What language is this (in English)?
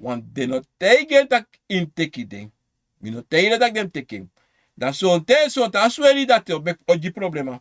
Sranan Tongo